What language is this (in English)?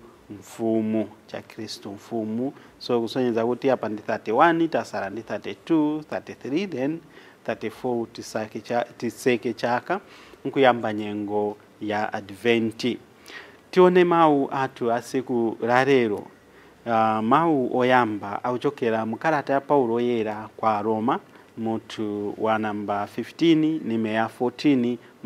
Nyanja